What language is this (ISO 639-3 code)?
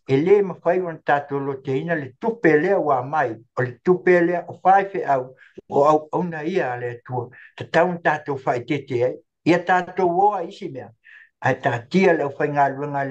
smo